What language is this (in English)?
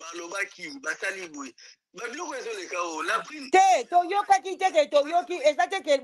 Lingala